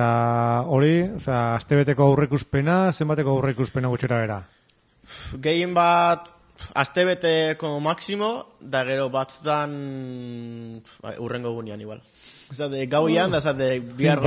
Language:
Basque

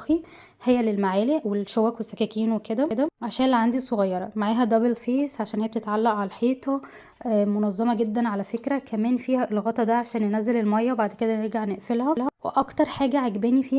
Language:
Egyptian Arabic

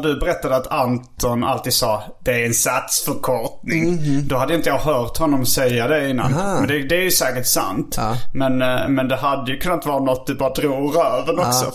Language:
Swedish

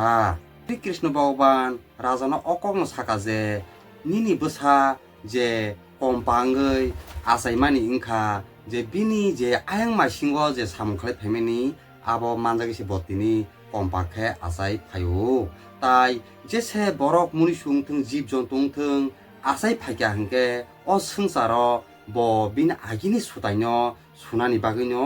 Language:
Kok Borok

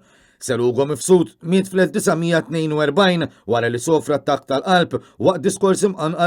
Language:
Maltese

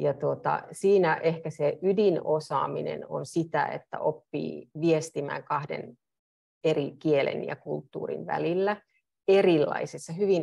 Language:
Finnish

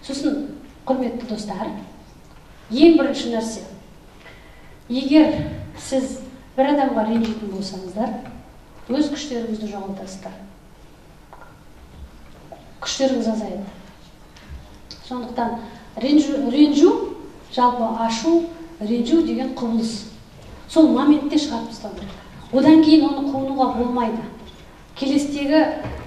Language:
Kazakh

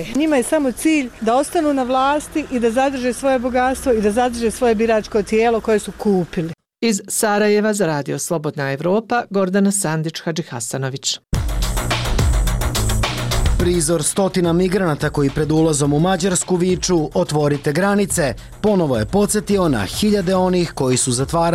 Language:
Bosnian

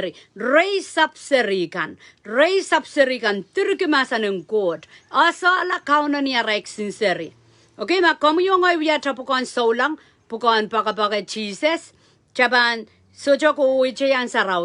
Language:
Pohnpeian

